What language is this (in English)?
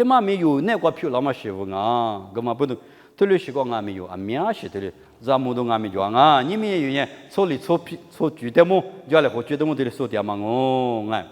Lisu